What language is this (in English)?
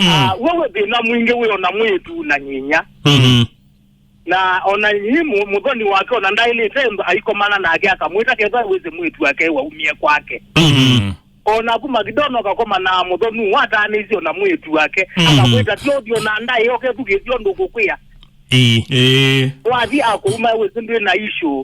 Kamba